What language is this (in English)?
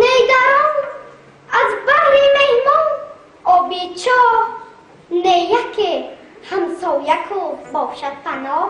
Tajik